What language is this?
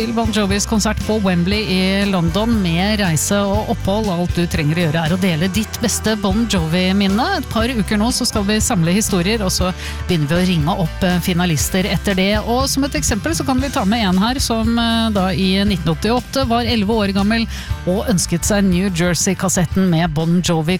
Norwegian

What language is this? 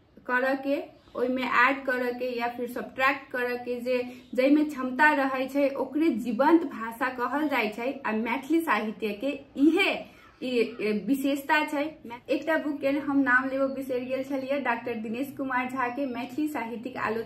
Maithili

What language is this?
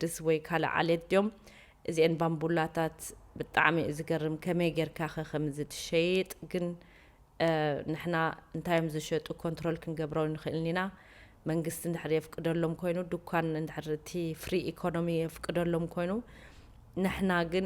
Tigrinya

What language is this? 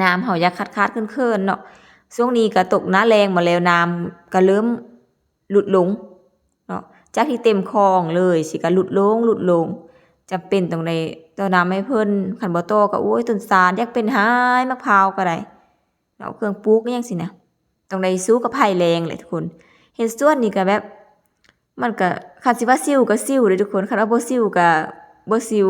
Lao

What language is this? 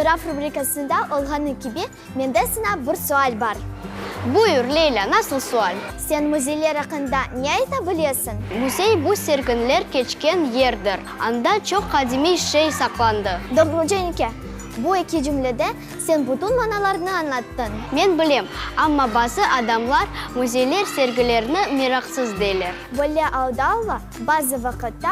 Crimean Tatar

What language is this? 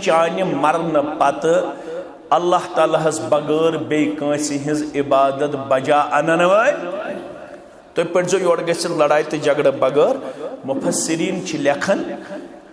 Kashmiri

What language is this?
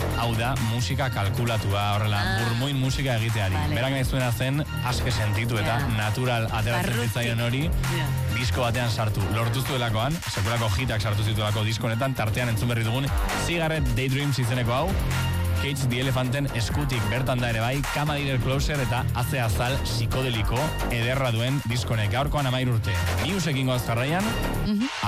Basque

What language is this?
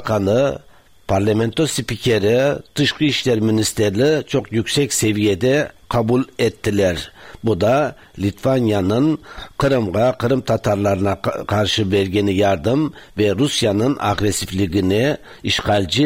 Tatar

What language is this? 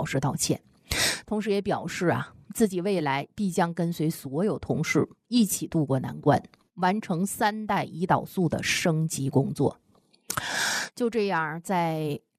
Chinese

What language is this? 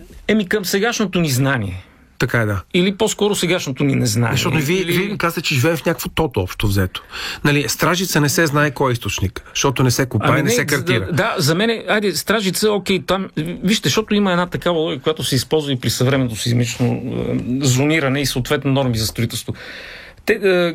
Bulgarian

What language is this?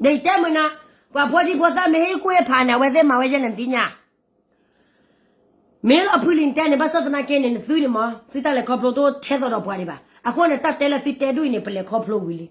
S'gaw Karen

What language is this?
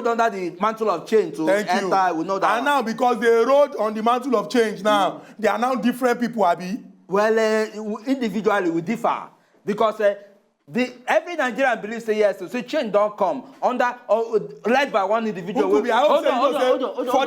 Nigerian Pidgin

